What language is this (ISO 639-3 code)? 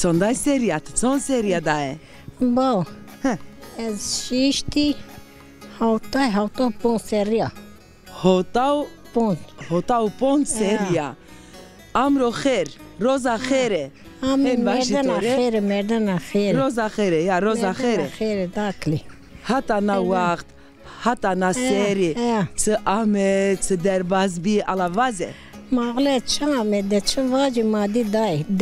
zza